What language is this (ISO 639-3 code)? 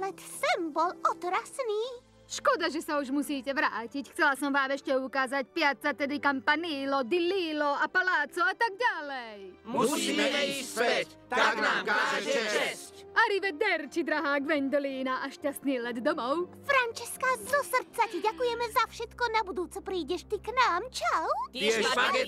slk